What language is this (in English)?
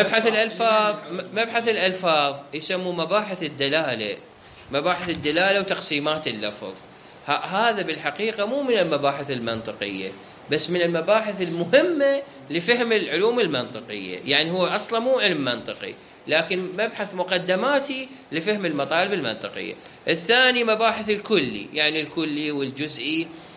Mesopotamian Arabic